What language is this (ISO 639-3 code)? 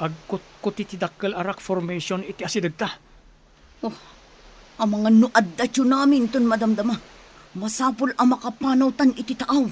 ilo